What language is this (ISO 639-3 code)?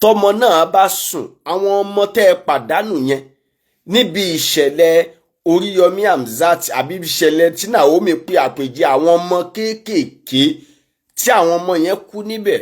yor